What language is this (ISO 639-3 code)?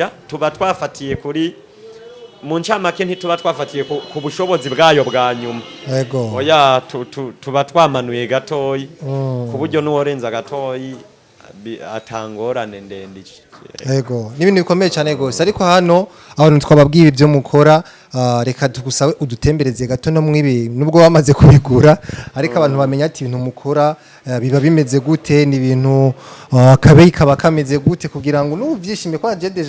run